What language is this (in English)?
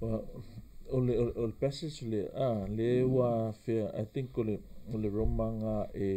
Samoan